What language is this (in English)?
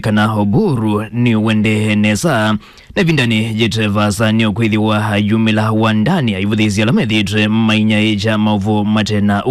Kamba